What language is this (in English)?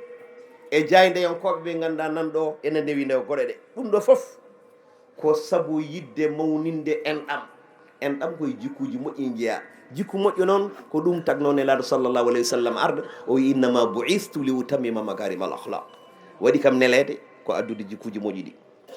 Fula